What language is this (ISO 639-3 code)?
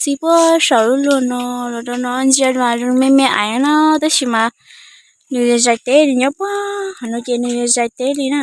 hmn